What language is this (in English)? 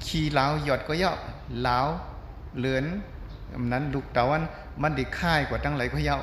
Shan